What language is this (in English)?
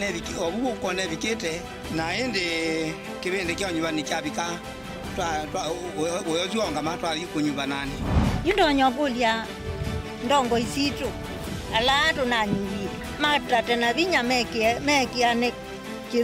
Kamba